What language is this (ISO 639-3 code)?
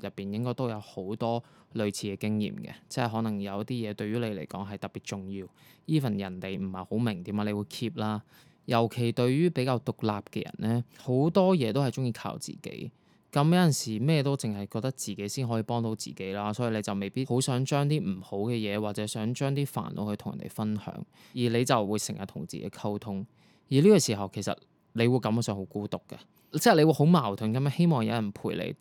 yue